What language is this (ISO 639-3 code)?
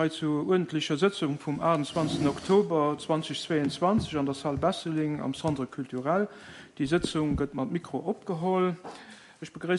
ltz